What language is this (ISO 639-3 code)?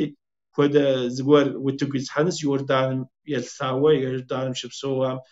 kbd